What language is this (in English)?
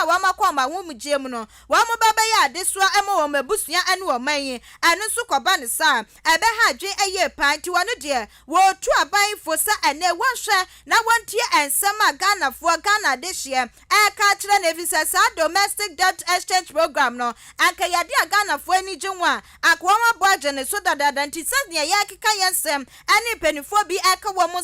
Akan